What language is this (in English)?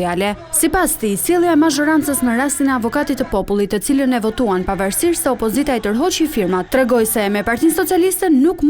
Albanian